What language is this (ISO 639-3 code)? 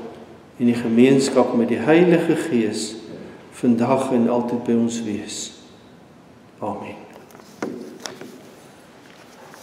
afr